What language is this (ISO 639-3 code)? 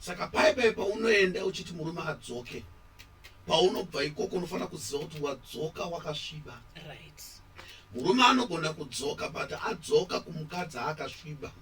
sna